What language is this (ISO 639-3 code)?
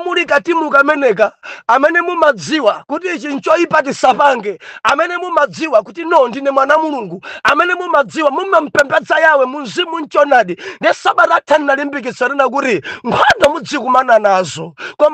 nya